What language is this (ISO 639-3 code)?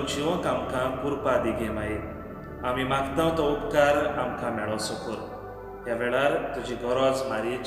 kok